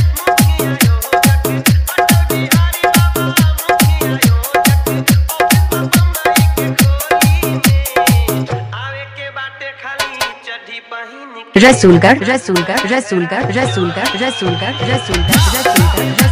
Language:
Bhojpuri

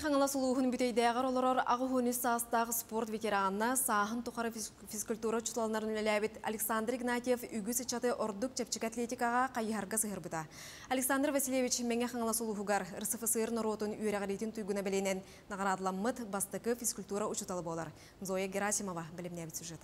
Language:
Yakut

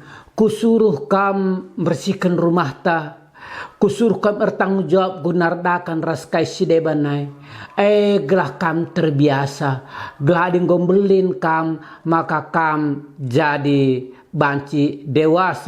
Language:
Batak Karo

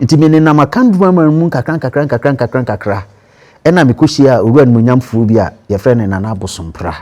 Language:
Akan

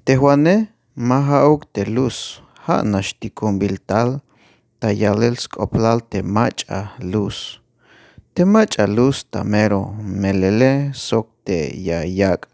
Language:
Tzeltal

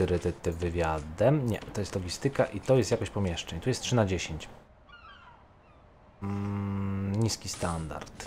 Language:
Polish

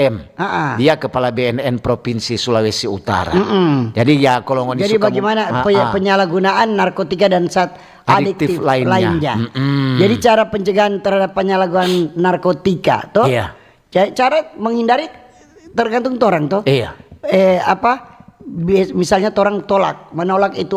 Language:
Manado Malay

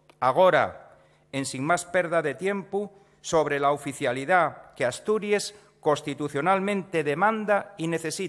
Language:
Asturian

